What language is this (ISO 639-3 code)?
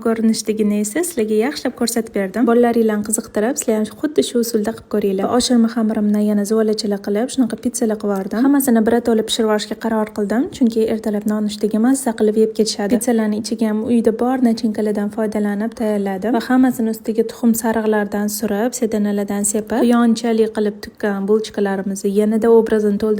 uzb